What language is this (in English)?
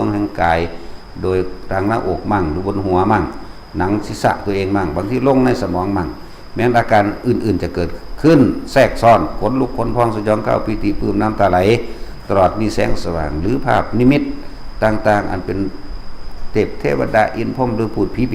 Lao